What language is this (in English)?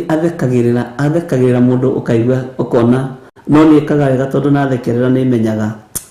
Kikuyu